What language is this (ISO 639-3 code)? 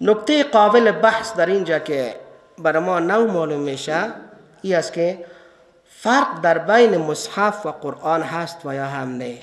fas